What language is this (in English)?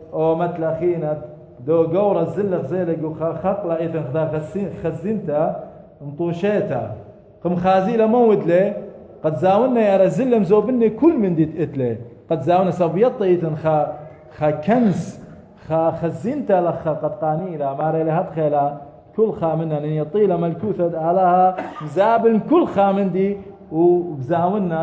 Assyrian Neo-Aramaic